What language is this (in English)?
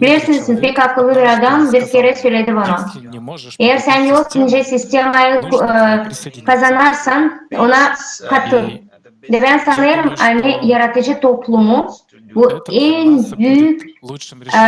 Gagauz